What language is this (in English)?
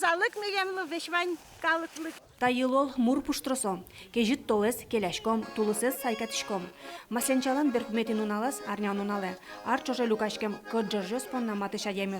Udmurt